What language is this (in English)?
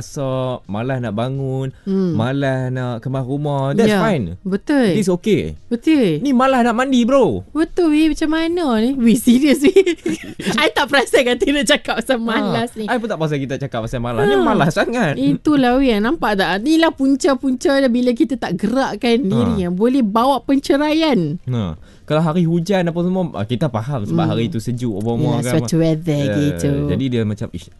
Malay